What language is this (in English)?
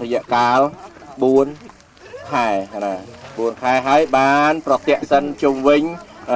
Khmer